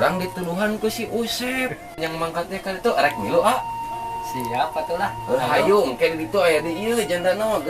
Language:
Sundanese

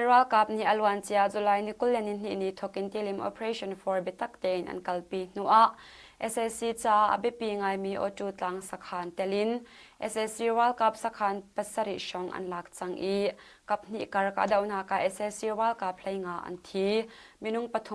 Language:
Hakha Chin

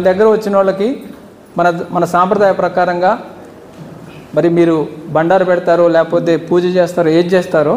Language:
Telugu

